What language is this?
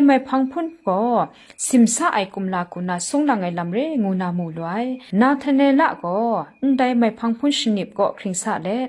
Kachin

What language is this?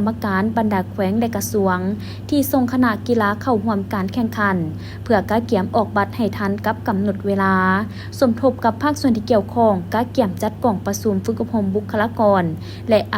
Lao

